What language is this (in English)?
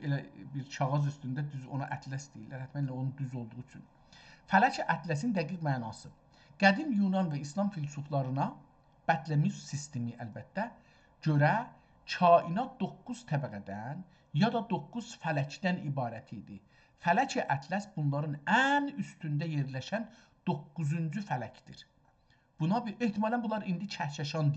South Azerbaijani